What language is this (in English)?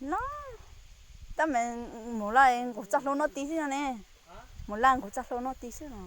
Hmong